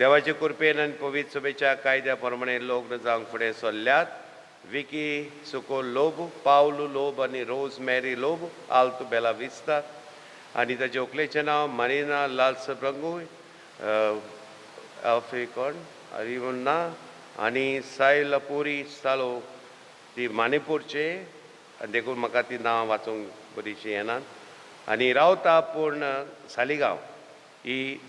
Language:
Konkani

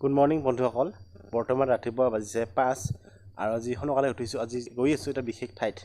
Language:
Assamese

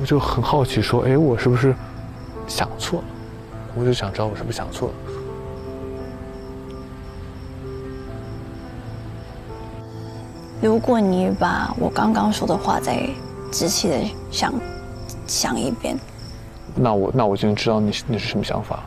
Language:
Chinese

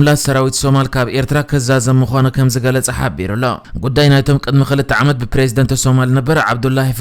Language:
Tigrinya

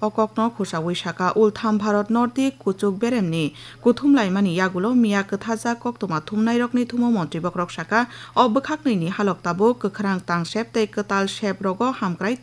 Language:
Kok Borok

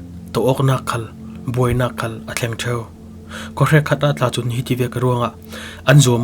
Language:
Falam Chin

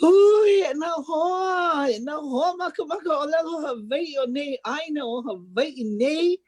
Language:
Hawaiian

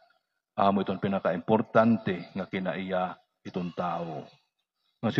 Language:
Waray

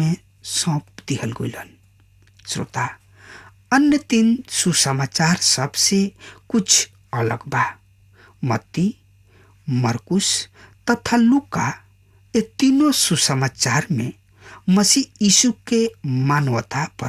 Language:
Bhojpuri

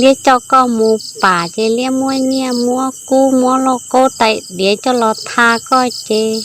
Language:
Hmong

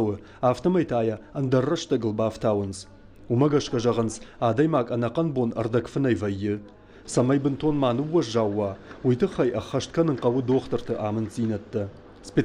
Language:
Ossetic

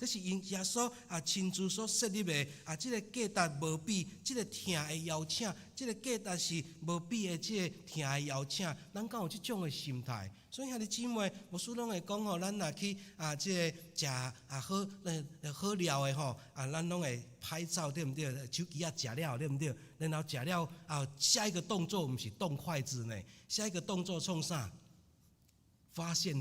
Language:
Min Nan Chinese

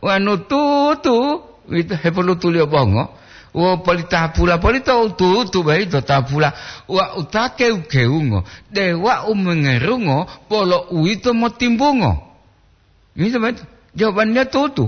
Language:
Gorontalo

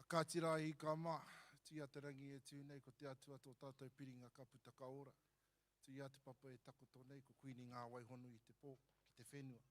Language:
Māori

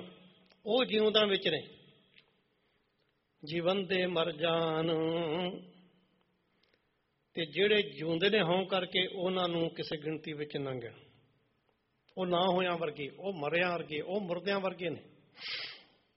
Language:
Punjabi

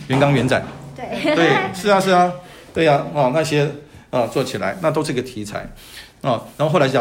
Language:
Chinese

